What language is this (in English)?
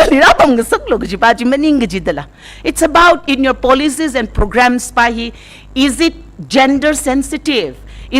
Tangkhul Naga (India)